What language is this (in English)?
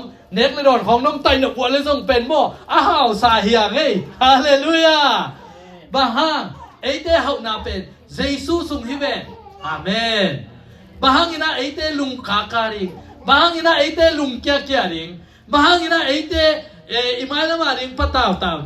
Tedim Chin